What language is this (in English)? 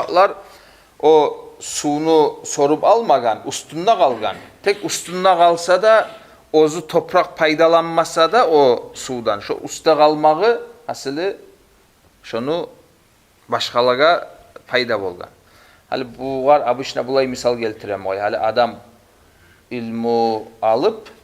Kumyk